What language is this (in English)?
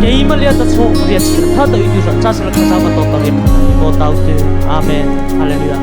Mara Chin